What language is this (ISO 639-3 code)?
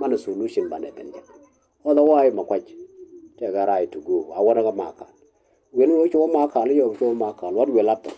nus